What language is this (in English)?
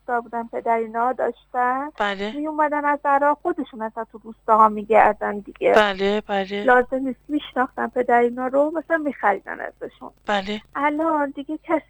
Persian